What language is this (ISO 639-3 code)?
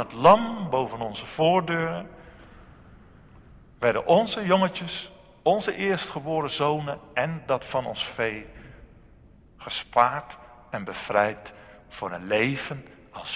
nld